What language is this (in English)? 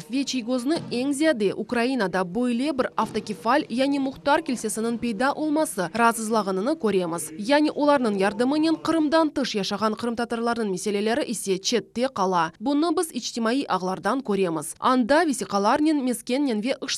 Crimean Tatar